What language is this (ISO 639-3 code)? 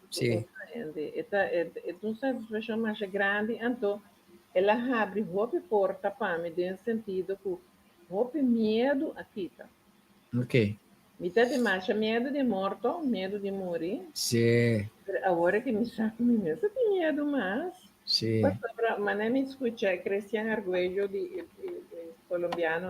pap